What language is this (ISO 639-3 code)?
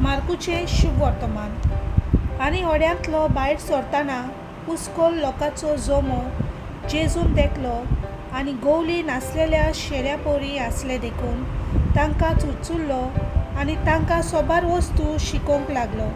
kok